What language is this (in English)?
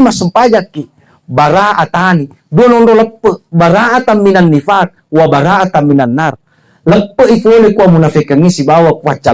Buginese